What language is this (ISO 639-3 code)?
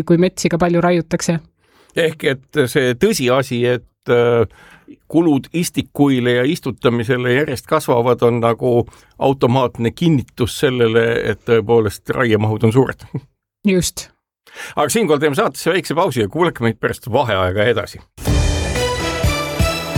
est